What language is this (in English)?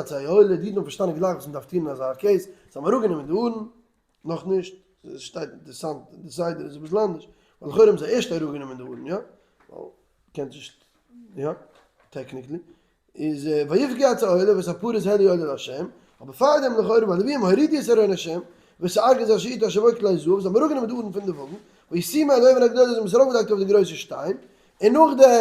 Yiddish